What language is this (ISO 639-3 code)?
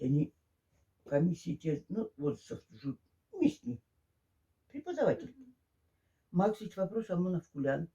mdf